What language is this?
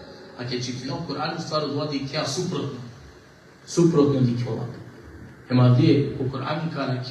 Balkan Romani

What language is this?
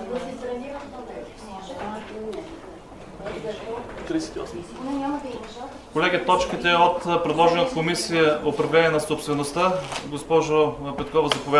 Bulgarian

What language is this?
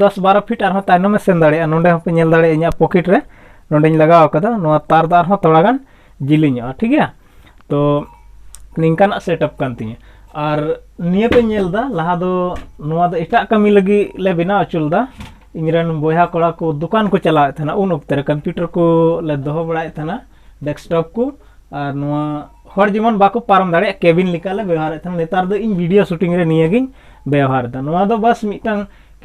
Santali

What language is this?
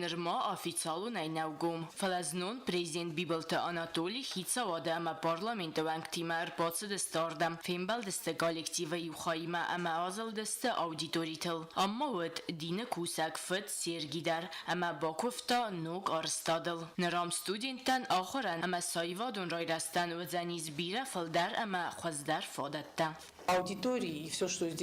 Ossetic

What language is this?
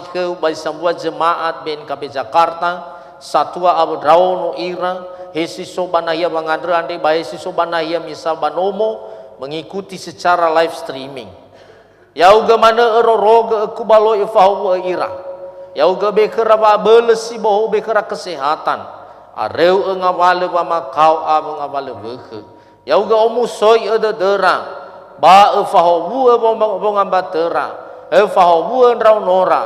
Nias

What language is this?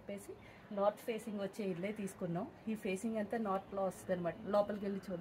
Telugu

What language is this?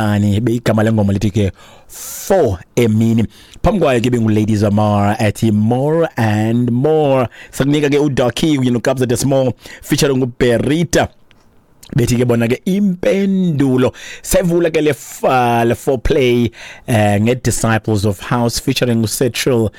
Xhosa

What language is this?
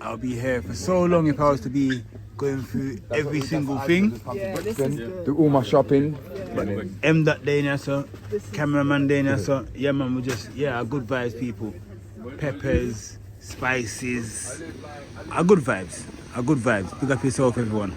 Jamaican Creole English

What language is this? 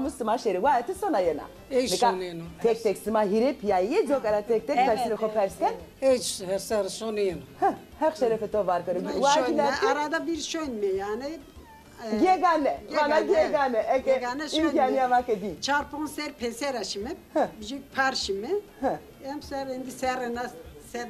Zaza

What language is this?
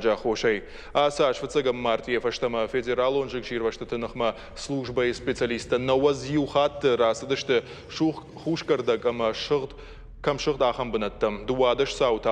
Ossetic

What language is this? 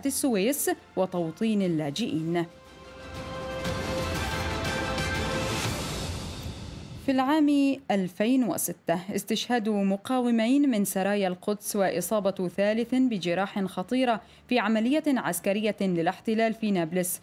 Arabic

